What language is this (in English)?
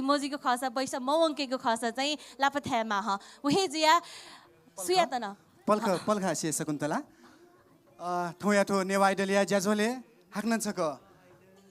Newari